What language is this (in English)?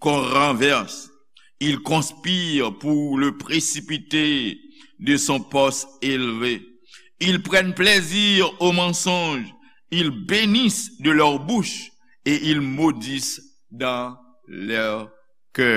Haitian Creole